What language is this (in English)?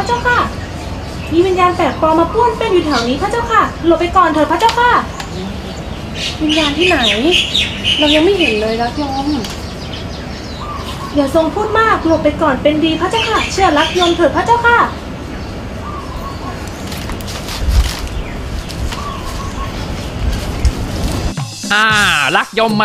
Thai